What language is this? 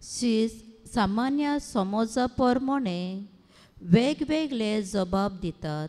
Konkani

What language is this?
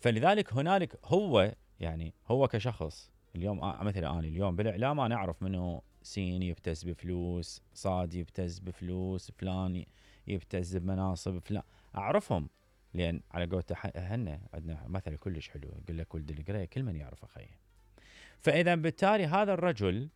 Mesopotamian Arabic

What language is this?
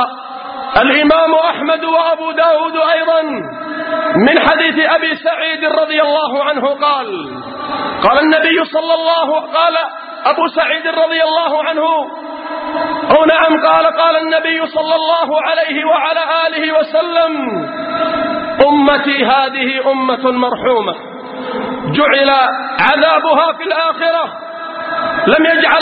Arabic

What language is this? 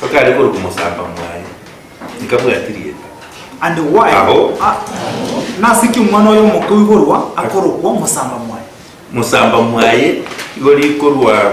Gusii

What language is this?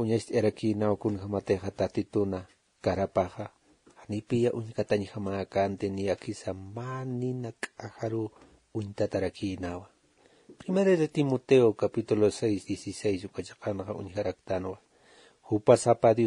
Aymara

